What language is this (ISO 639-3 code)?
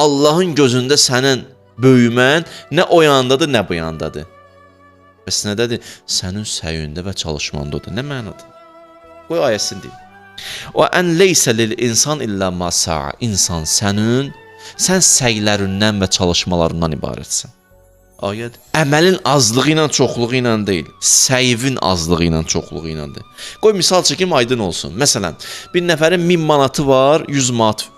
aze